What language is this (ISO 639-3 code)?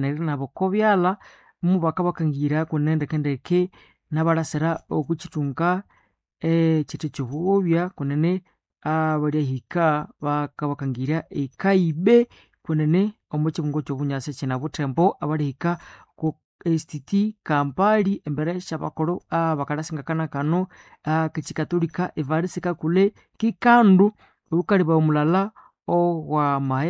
nnb